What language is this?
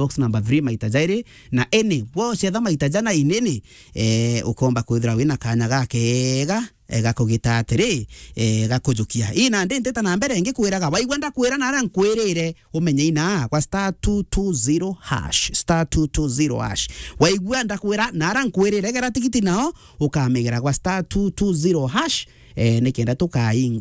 Meru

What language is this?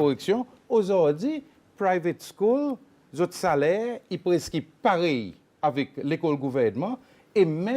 Seselwa Creole French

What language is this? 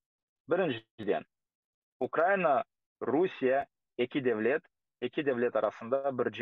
Crimean Tatar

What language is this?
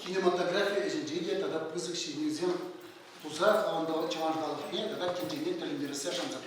Chuvash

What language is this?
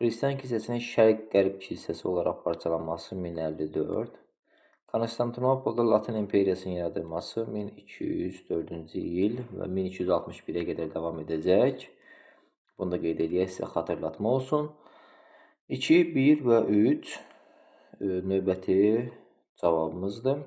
Azerbaijani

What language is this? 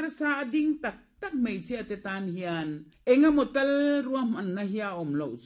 Mizo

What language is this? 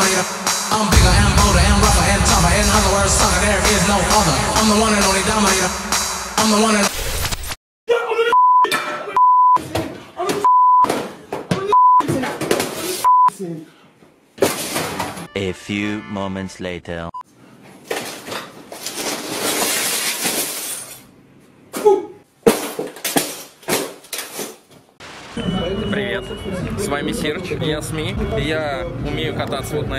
Russian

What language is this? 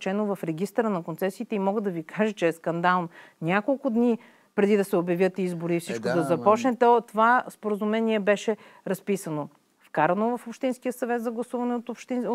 Bulgarian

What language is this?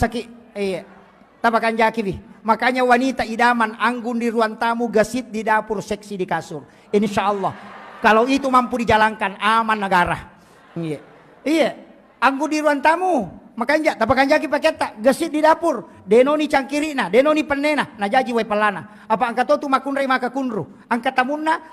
Buginese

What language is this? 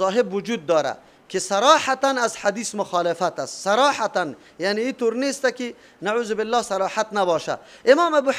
Persian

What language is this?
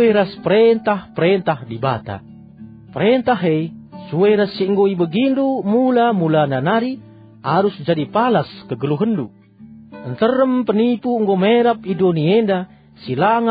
Batak Karo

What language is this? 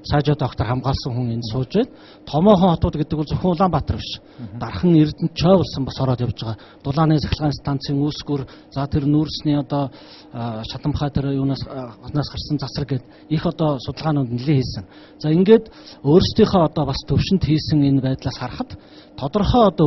Mongolian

